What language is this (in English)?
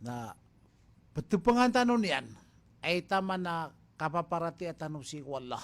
Maranao